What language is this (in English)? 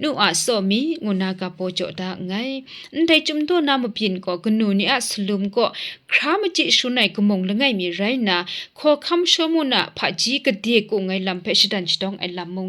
Kachin